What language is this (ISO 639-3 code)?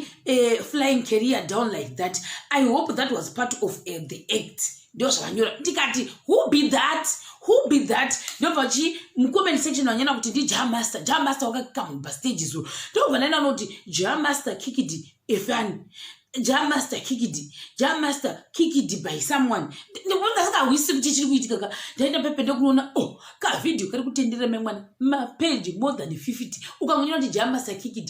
sna